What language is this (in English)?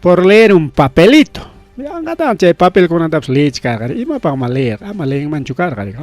Ayacucho Quechua